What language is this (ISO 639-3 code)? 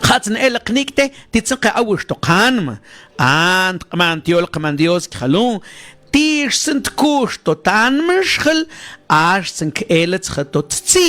mam